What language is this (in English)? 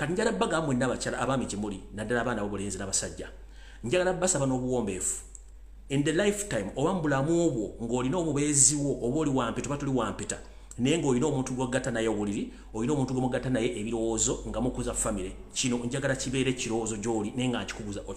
Ganda